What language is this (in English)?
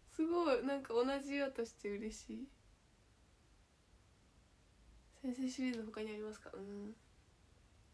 Japanese